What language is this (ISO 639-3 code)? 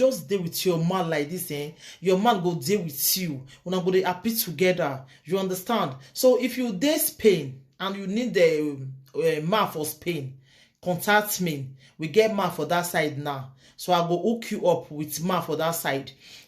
pcm